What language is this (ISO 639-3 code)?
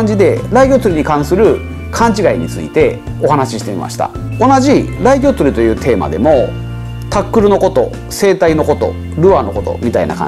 jpn